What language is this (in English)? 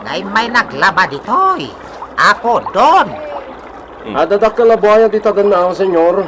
Iloko